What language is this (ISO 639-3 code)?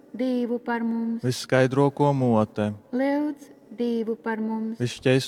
ltg